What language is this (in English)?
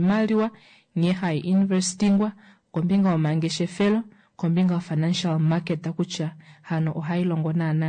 Kuanyama